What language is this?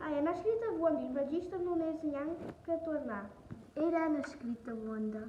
Romansh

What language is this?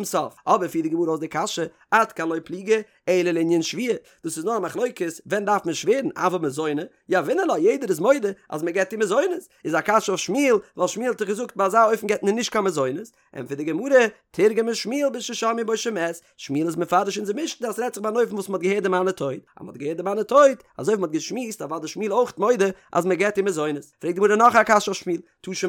Yiddish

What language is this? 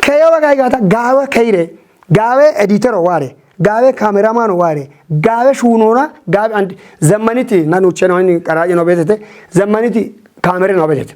Kafa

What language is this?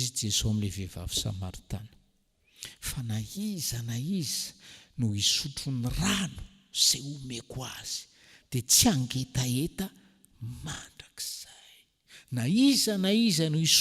Malagasy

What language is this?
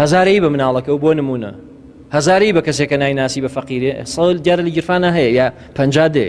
Central Kurdish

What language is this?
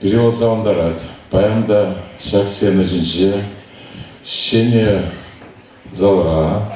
Chuvash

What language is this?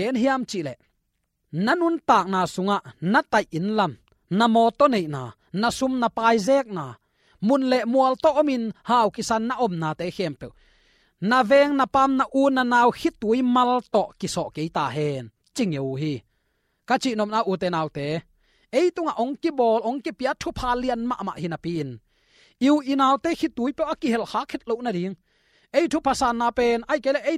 Tedim Chin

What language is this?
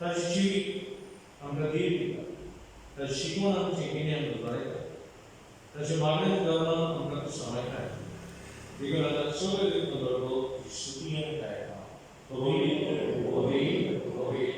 Konkani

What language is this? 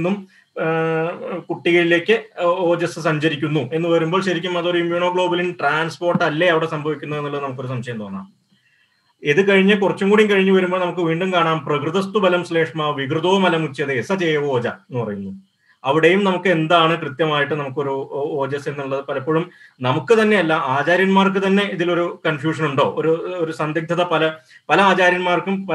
Malayalam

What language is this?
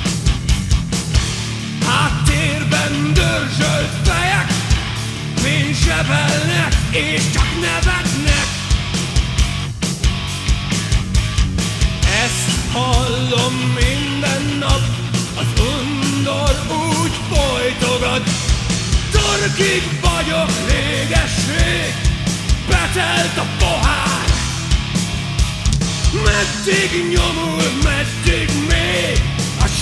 Hungarian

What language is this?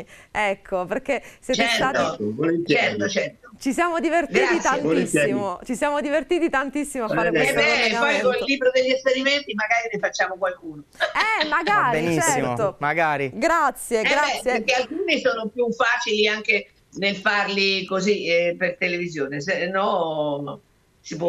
Italian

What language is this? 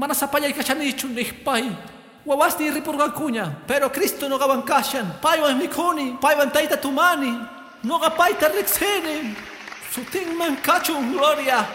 Quechua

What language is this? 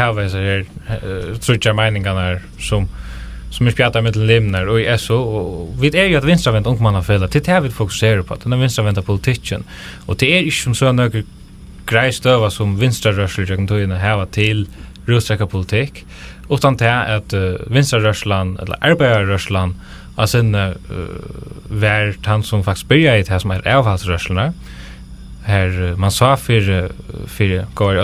Faroese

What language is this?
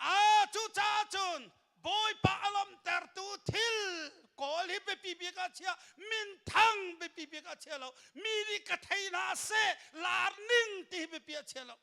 Hakha Chin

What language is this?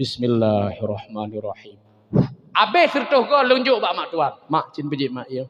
Achinese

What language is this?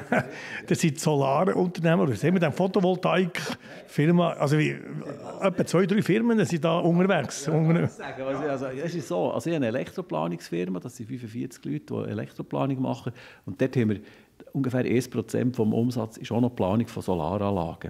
Swiss German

